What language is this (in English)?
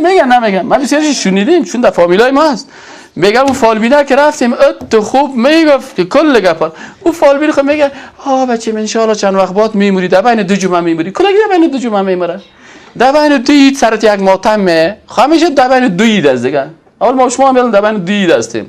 Persian